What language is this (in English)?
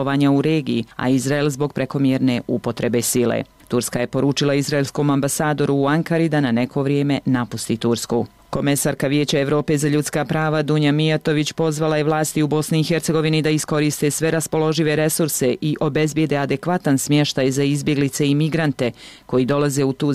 Bosnian